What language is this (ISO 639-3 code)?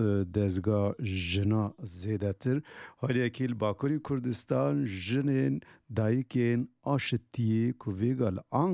kur